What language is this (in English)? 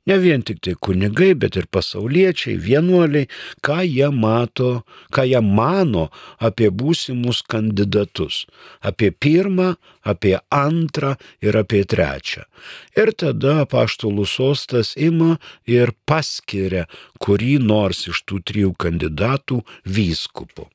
Lithuanian